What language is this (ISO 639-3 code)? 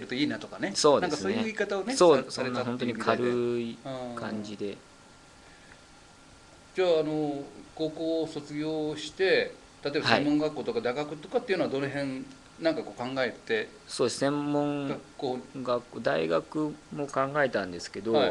jpn